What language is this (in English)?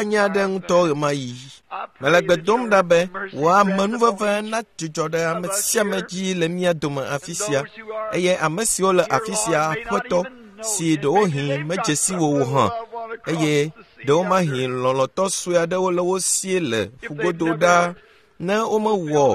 Ewe